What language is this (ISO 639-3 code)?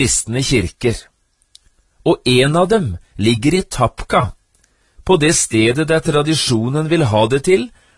nor